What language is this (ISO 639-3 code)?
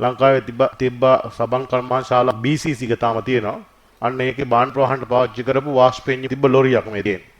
sin